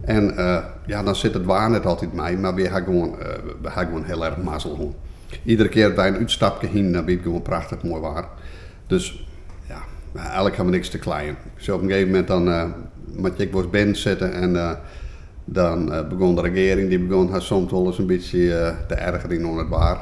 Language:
Western Frisian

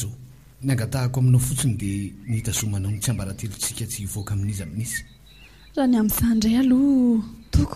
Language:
Malagasy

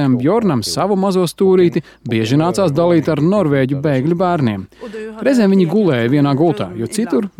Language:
Latvian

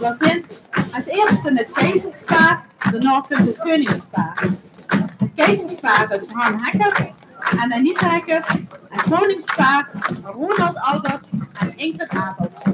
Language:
Limburgish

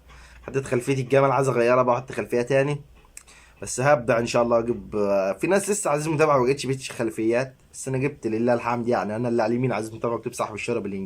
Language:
Egyptian Arabic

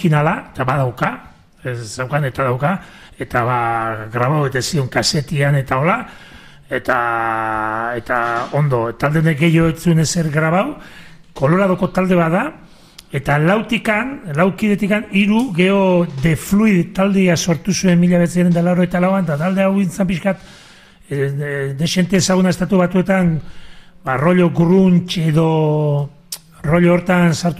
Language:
Basque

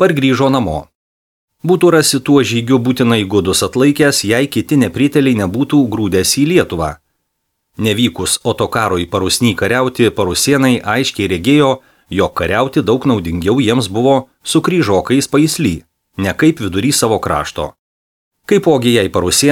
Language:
Lithuanian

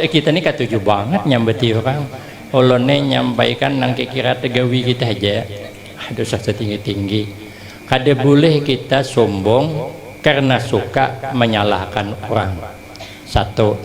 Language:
Banjar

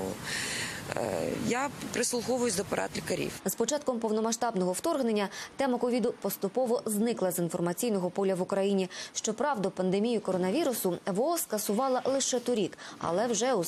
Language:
Ukrainian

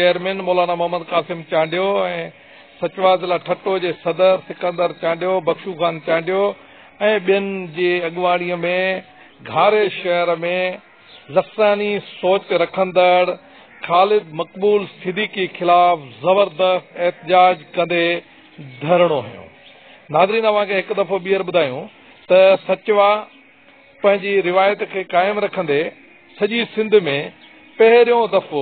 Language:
Sindhi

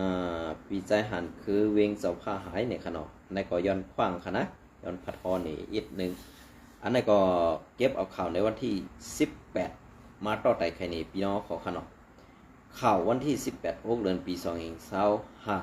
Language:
Shan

